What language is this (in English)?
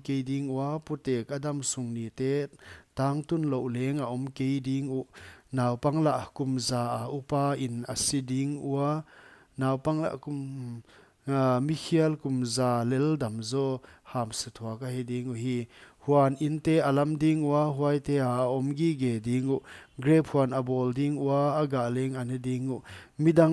Paite Chin